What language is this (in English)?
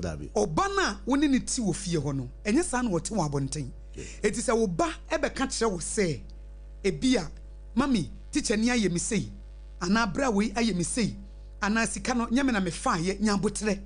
Akan